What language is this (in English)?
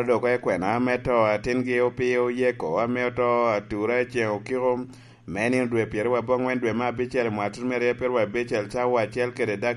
Lango (Uganda)